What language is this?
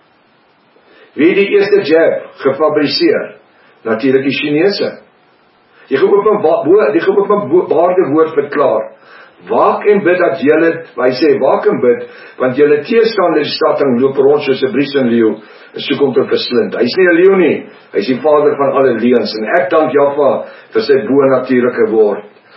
Afrikaans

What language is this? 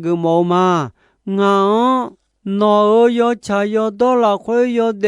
Akha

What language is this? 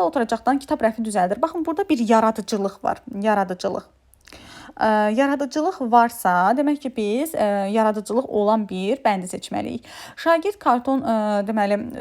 Azerbaijani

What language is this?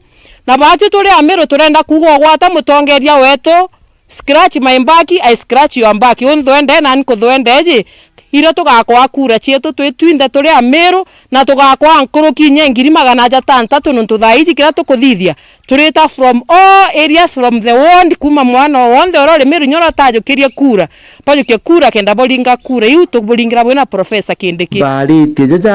Meru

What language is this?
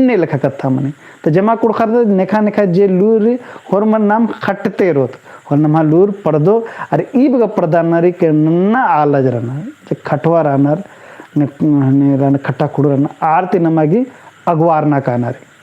Kurukh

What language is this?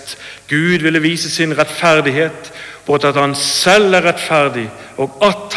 Norwegian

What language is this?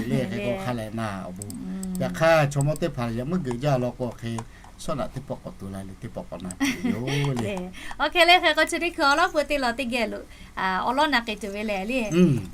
Lahu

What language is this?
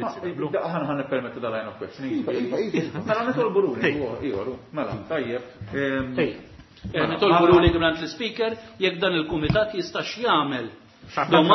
Maltese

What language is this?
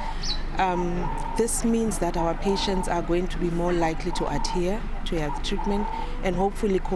Venda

